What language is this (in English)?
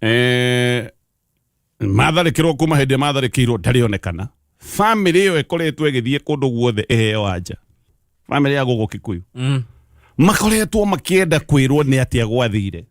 Kikuyu